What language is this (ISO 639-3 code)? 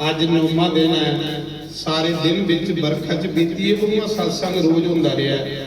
doi